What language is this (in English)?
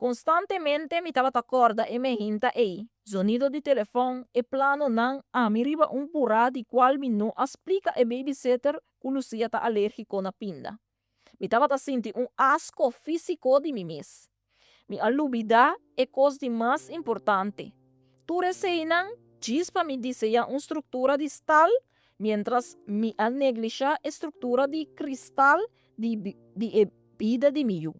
Papiamento